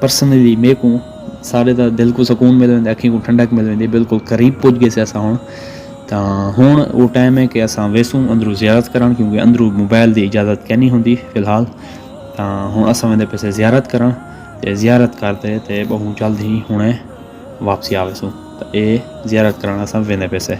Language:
Saraiki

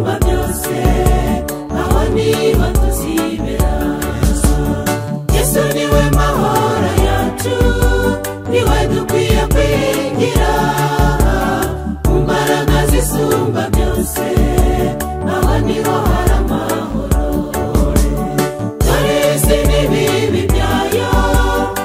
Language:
Kinyarwanda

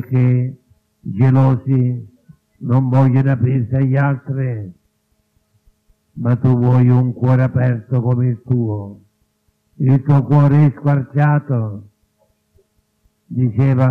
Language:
Italian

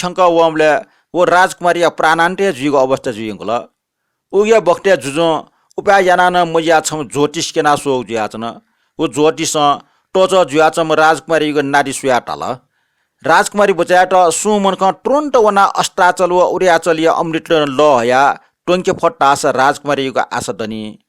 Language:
Newari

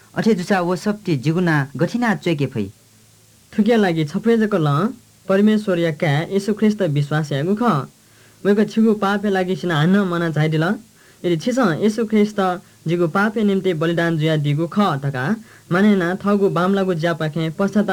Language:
Newari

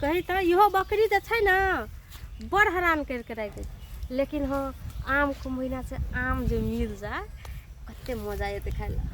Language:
Maithili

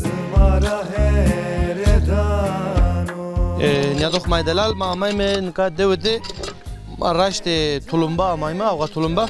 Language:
Zaza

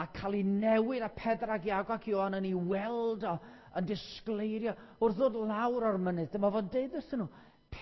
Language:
Welsh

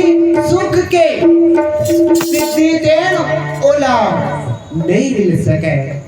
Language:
Chhattisgarhi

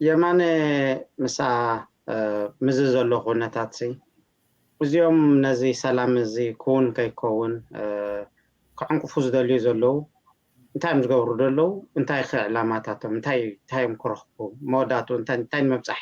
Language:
Tigrinya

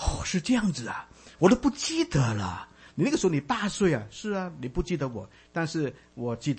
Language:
Chinese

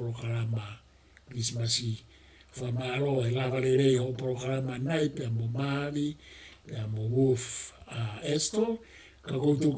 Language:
Tongan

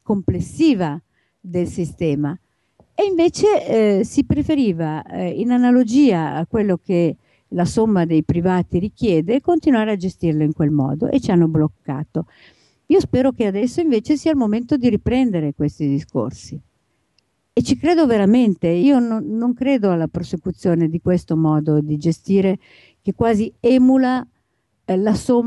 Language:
Italian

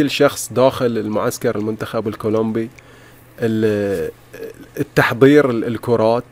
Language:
Gulf Arabic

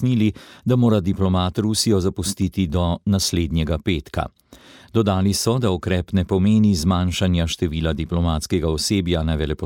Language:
Slovenian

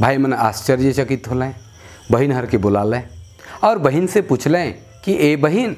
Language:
Sadri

